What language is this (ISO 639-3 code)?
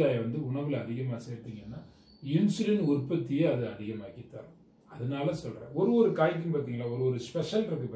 tam